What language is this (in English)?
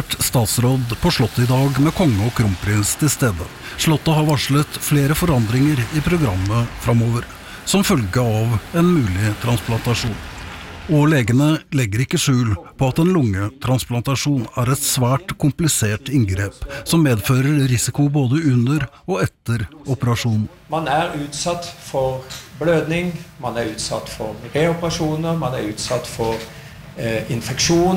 Norwegian